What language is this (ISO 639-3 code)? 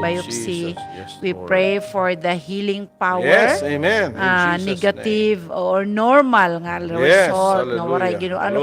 war